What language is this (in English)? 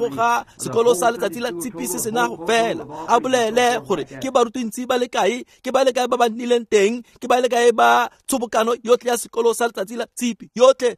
Tswana